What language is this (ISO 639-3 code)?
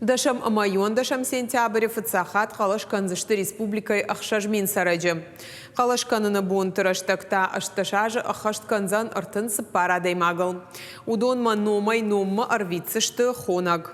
oss